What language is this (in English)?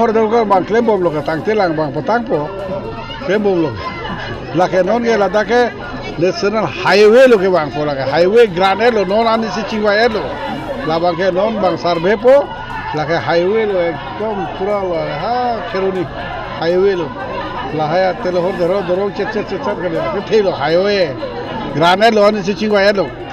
Karbi